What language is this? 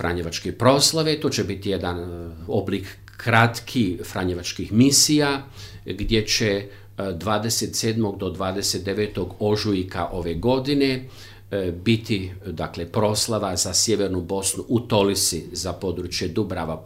Croatian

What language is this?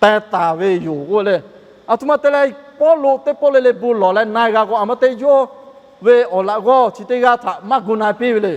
Lahu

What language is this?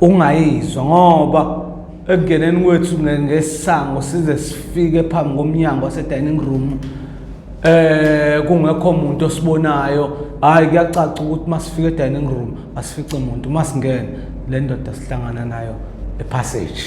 Zulu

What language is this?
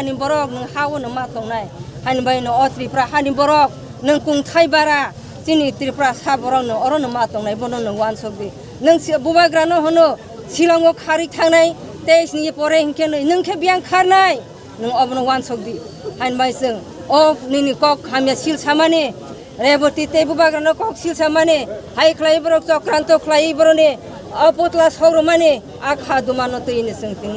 Kok Borok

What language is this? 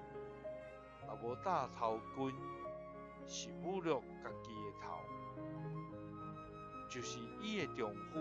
Min Nan Chinese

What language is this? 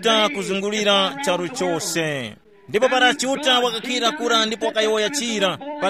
Tumbuka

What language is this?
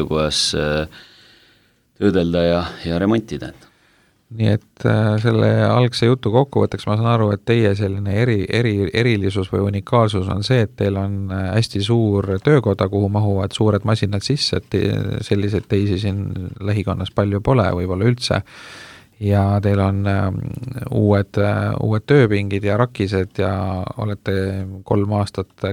Estonian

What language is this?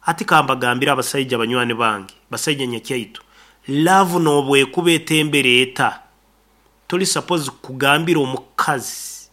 Nyoro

